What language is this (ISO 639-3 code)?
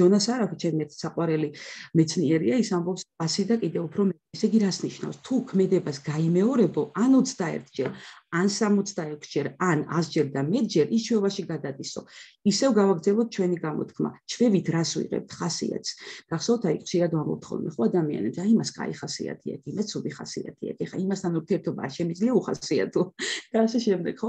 kat